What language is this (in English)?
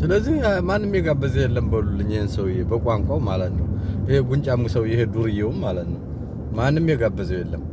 Amharic